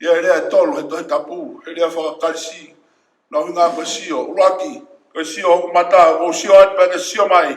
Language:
Tongan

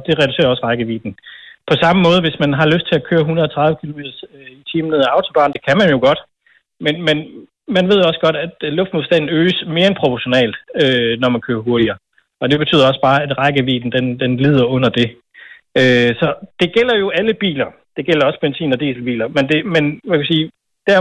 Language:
Danish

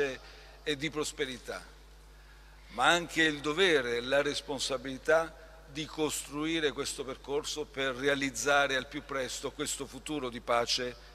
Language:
Italian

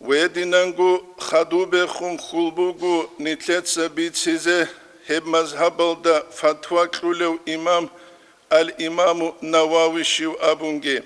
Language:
Avaric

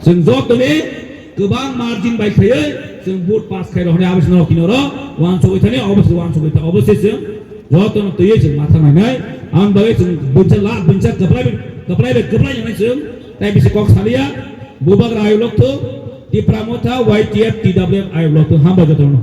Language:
Kok Borok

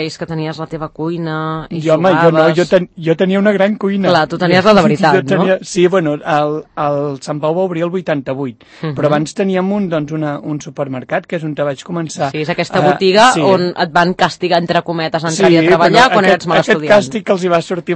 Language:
Catalan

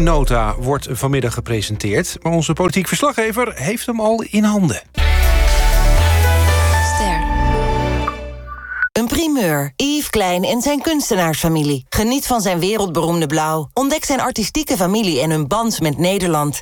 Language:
Dutch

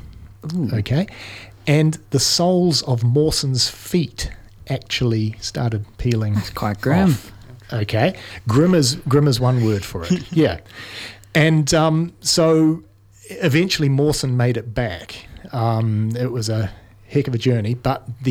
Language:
English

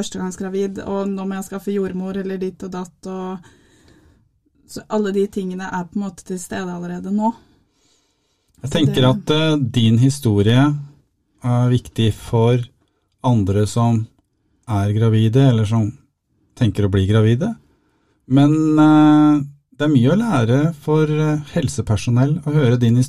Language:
Norwegian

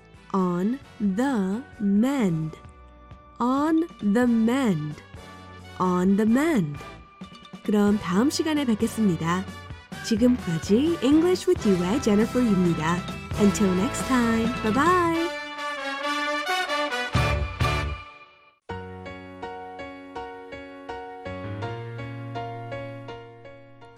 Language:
Korean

